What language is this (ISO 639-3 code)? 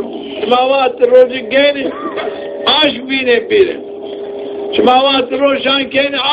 zza